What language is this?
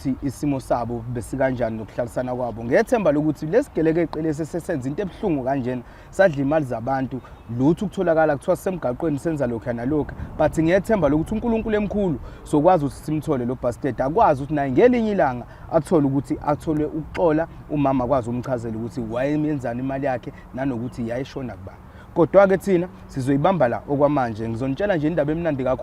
Zulu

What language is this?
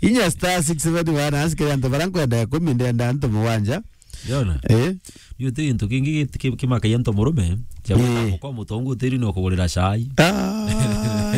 Meru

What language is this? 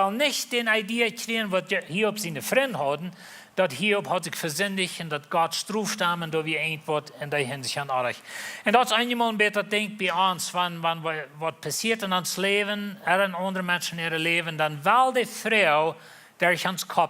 Plautdietsch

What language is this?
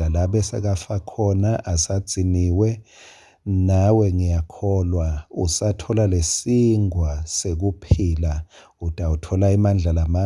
Swati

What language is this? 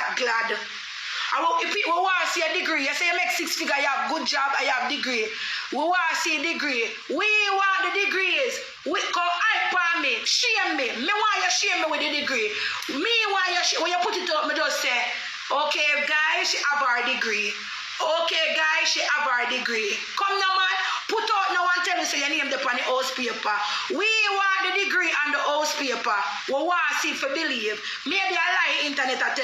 Jamaican Creole English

